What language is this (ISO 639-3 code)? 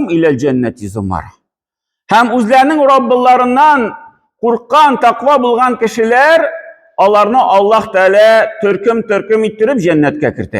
tat